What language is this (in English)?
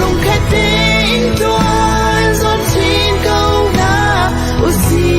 Hakha Chin